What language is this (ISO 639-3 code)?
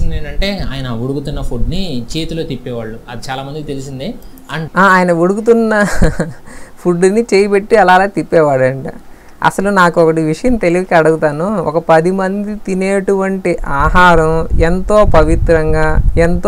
tel